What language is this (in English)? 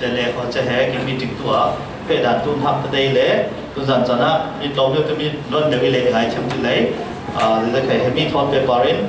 Falam Chin